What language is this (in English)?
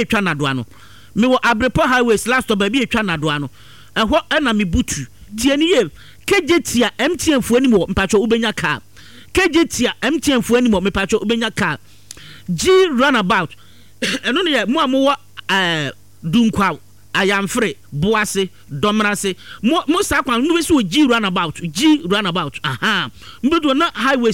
Akan